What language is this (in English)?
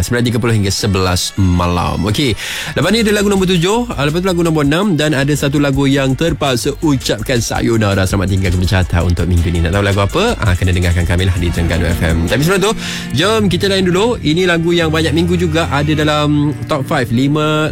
Malay